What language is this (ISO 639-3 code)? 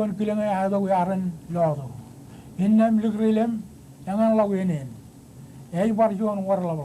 mah